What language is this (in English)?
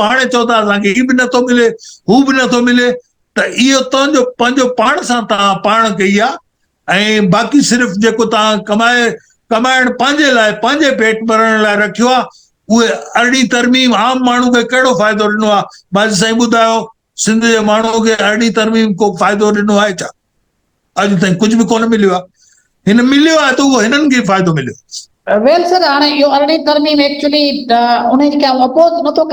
Sindhi